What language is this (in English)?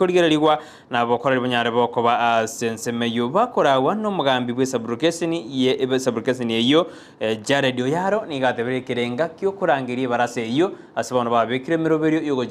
Gusii